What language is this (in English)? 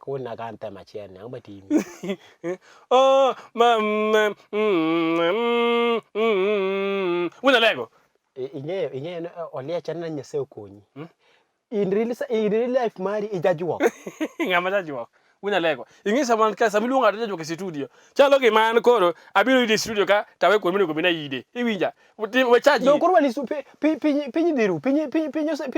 Luo (Kenya and Tanzania)